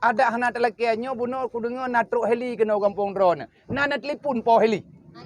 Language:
Achinese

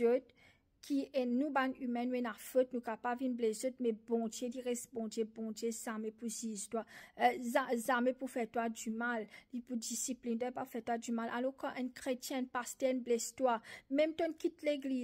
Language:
Morisyen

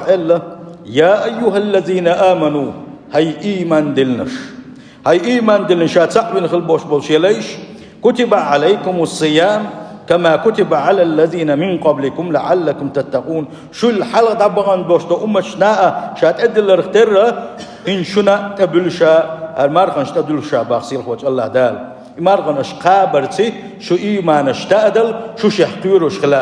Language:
Chechen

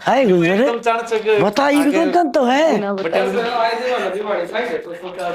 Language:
Haryanvi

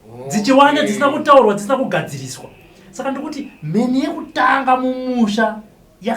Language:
Shona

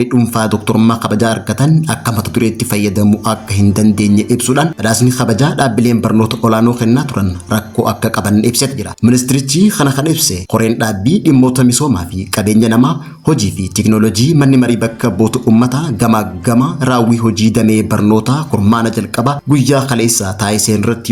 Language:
Oromo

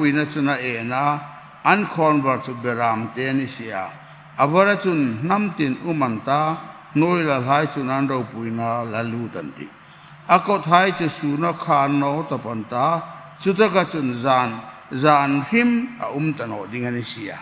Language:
Hmar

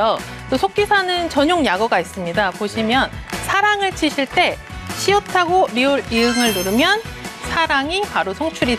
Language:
Korean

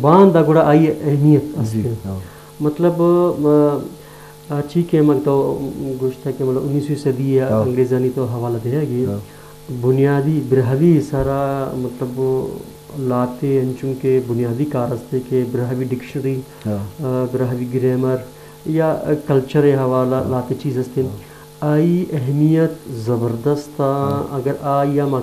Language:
Baluchi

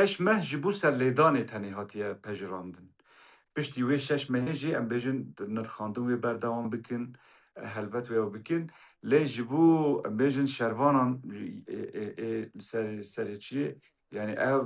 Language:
Kurdish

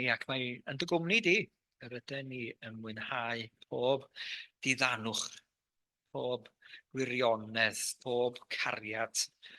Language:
Welsh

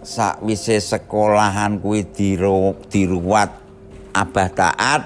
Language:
Javanese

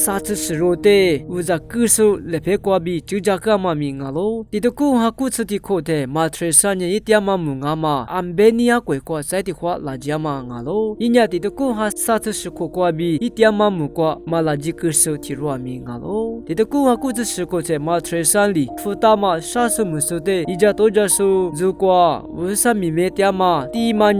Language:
Lisu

